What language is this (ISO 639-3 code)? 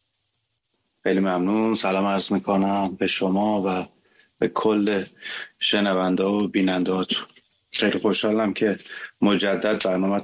fas